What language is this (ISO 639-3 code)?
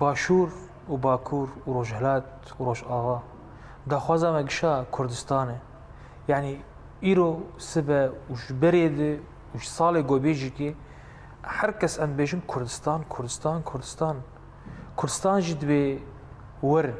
kur